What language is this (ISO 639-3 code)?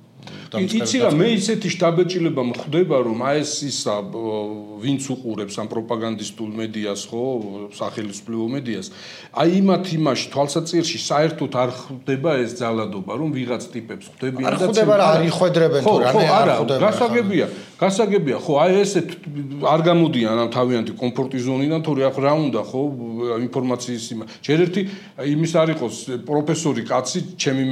kat